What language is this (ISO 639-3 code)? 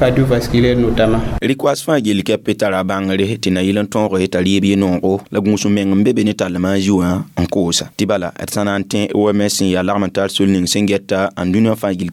mos